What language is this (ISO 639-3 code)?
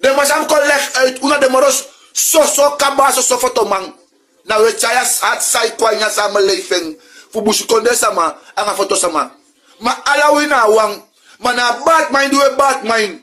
srn